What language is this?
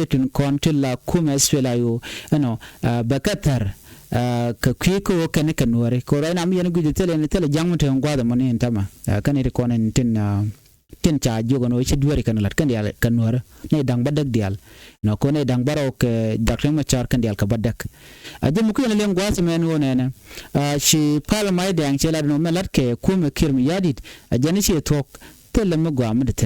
Nuer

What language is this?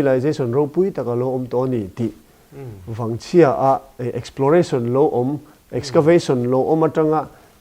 Mizo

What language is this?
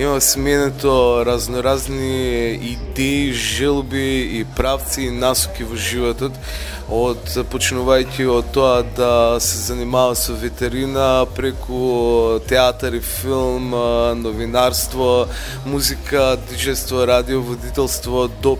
Macedonian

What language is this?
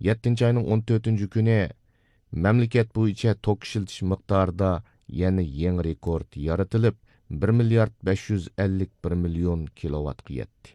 Uyghur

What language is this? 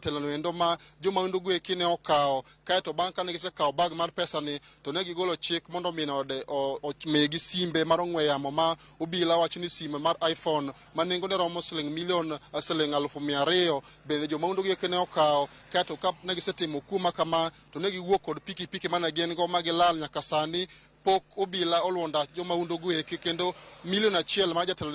Luo (Kenya and Tanzania)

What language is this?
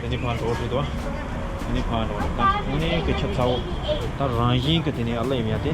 Tibetan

